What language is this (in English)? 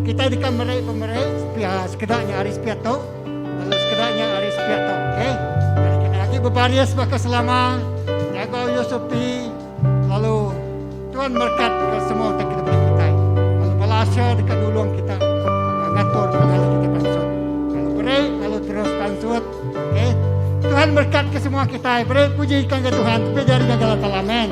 Iban